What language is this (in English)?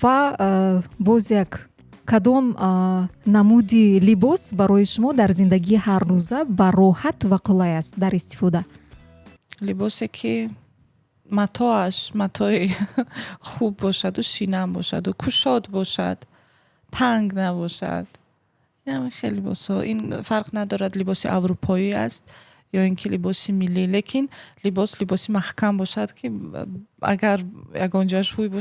Tajik